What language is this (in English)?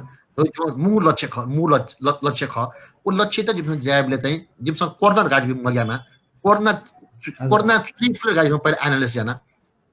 Newari